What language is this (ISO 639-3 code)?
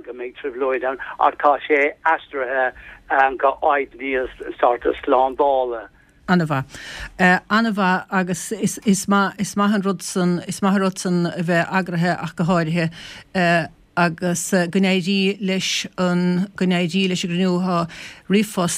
gle